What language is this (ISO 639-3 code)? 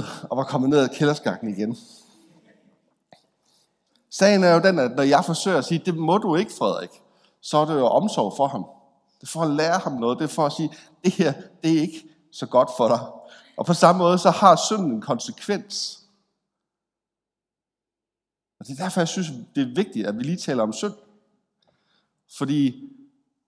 dan